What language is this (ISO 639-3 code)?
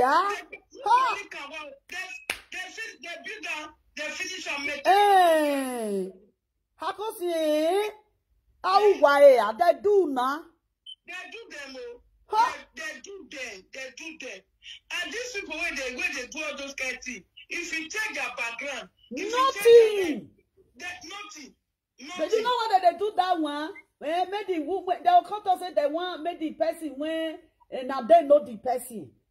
pcm